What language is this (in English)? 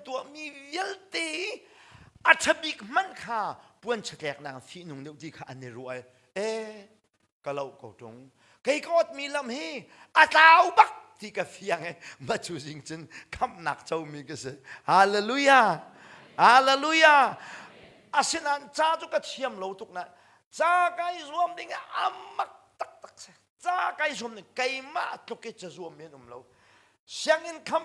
Hakha Chin